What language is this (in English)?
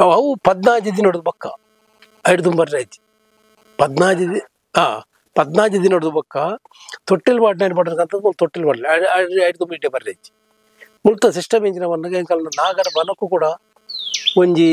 Tulu